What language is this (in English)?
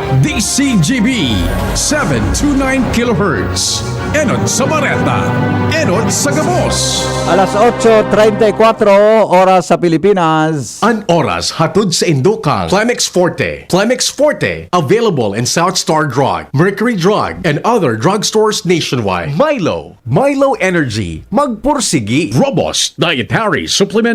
Bikol